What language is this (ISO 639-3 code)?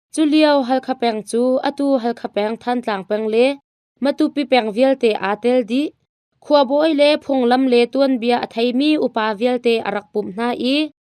cnh